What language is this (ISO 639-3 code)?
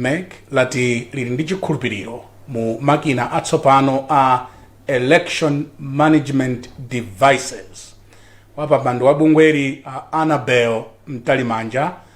nya